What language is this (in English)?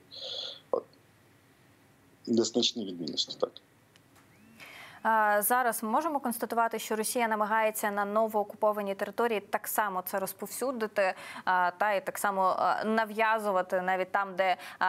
Ukrainian